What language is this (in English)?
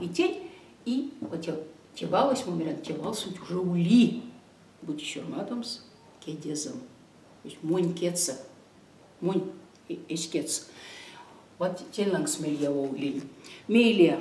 Erzya